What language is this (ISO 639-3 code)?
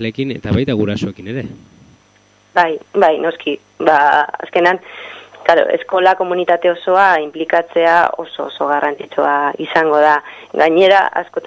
eus